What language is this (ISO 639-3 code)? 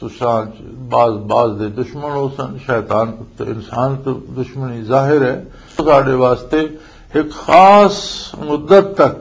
lah